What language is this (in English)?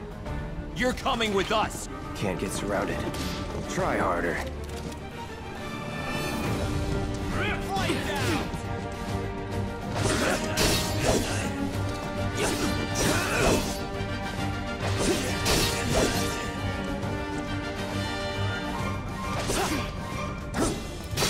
English